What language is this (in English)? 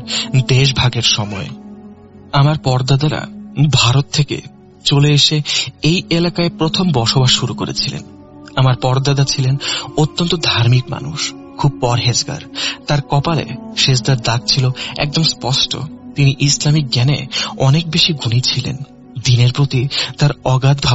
Bangla